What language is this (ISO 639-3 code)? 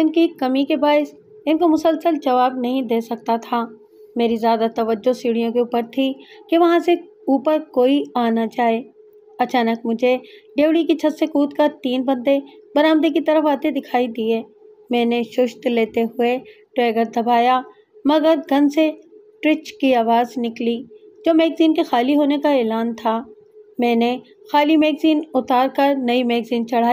urd